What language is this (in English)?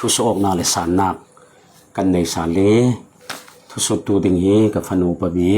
Falam Chin